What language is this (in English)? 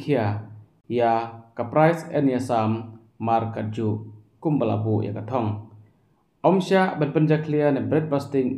Khasi